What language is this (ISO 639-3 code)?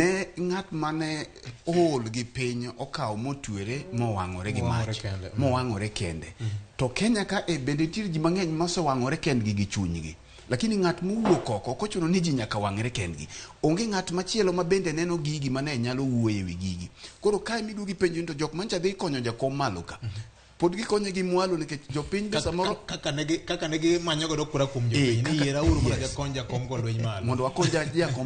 luo